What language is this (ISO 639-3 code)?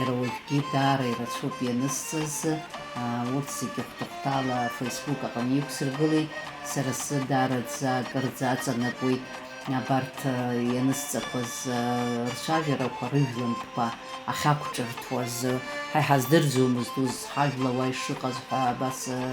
abk